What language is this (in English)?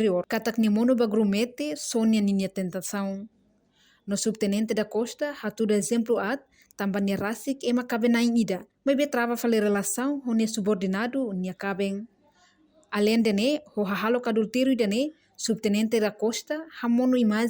Tetum